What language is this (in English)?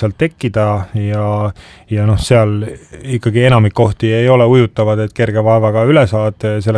Estonian